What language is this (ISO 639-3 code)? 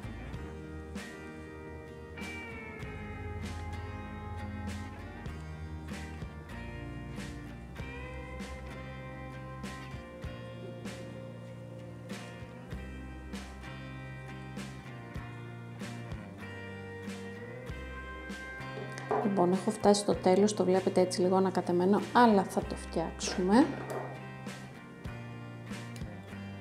ell